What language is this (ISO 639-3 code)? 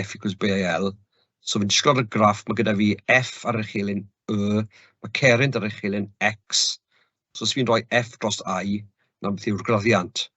cym